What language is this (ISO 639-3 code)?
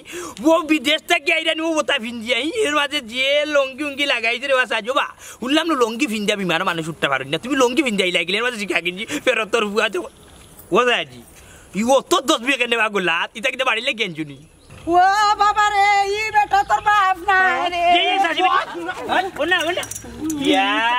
syl